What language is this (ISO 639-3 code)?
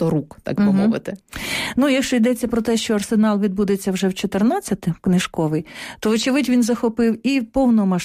ukr